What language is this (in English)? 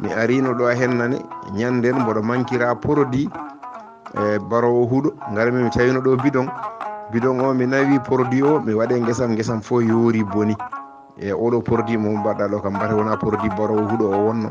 Fula